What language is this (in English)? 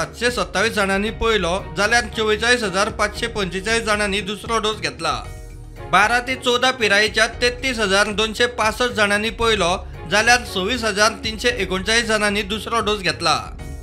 Konkani